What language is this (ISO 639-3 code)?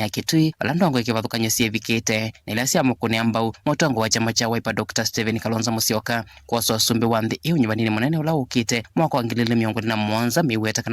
kam